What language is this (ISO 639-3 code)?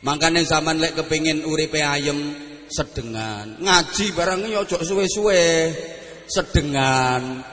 jav